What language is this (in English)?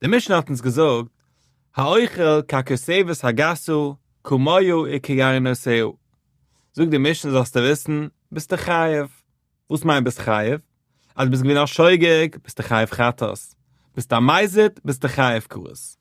Yiddish